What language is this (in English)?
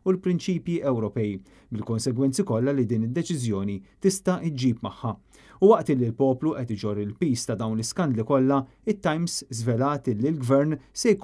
Maltese